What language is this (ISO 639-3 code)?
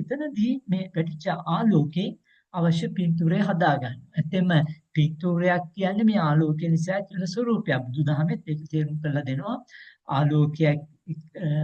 sin